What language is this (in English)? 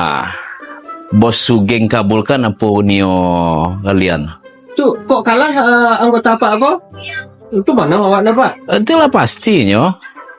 Minangkabau